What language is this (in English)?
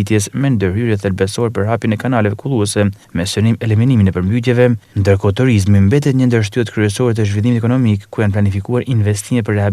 Albanian